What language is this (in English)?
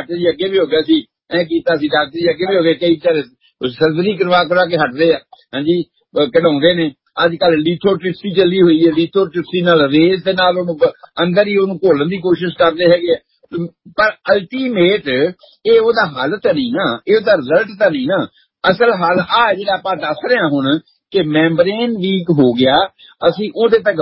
Punjabi